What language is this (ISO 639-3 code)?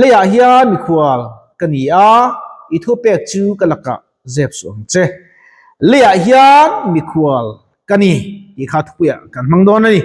lus